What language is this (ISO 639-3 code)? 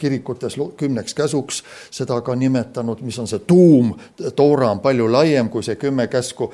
est